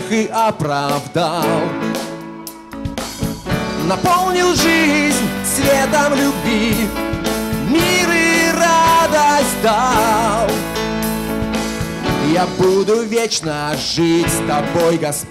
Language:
Russian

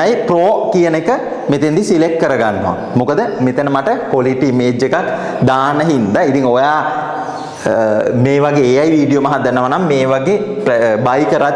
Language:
Sinhala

